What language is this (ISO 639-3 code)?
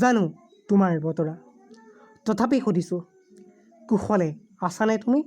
asm